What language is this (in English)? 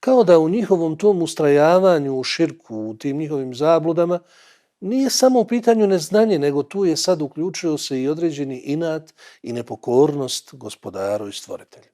Bosnian